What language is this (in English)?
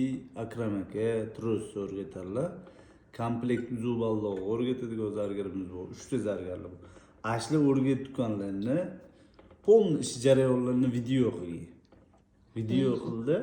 Uzbek